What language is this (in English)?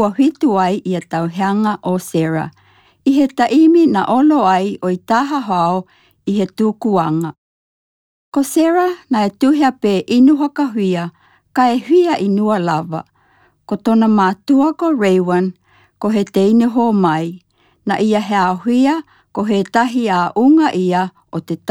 Tokelau